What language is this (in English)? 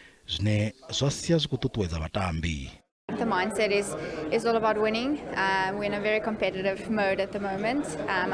Venda